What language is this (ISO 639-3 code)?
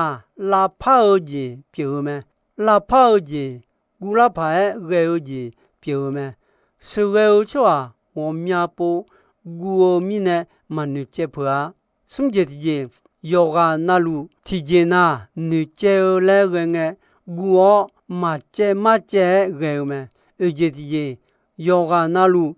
ahk